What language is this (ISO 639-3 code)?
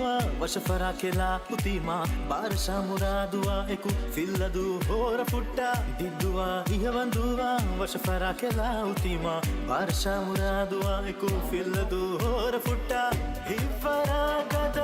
div